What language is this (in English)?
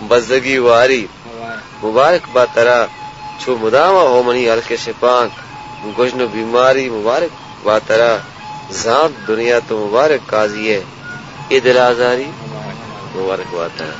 Baluchi